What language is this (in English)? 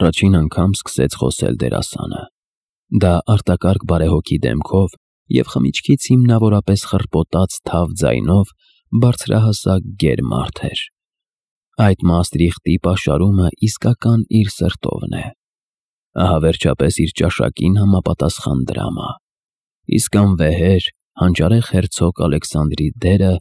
Armenian